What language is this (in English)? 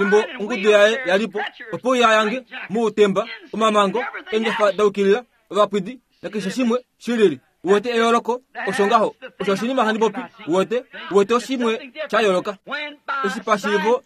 Kuanyama